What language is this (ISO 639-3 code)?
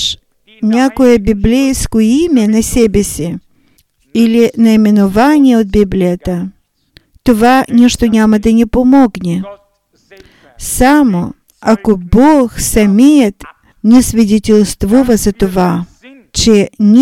bul